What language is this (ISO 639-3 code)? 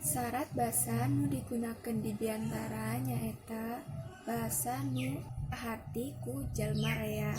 sun